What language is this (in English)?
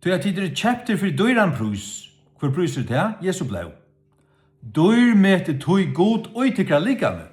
Faroese